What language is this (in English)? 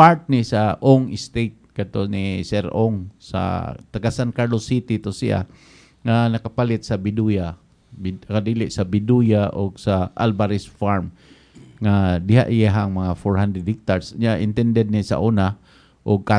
Cebuano